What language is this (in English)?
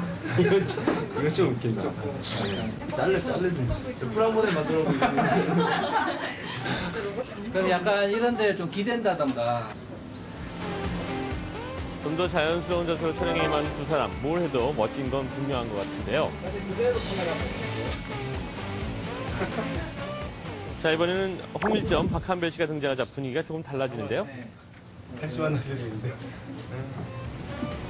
Korean